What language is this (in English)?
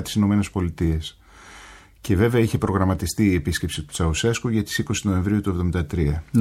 Greek